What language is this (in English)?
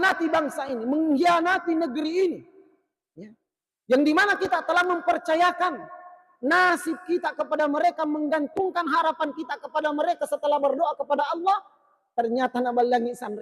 Buginese